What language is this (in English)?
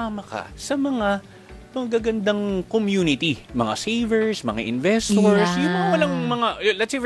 Filipino